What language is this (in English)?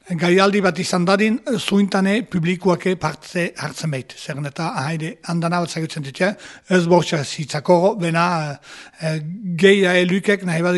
Basque